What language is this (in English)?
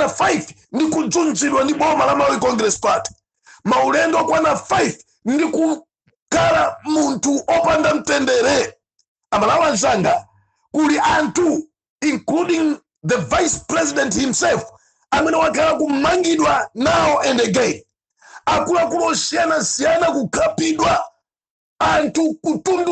Nyanja